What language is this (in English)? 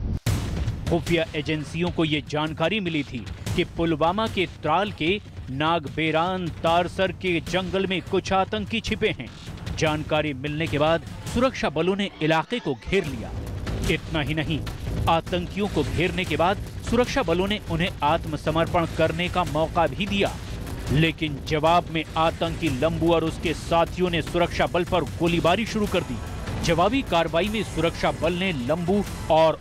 Hindi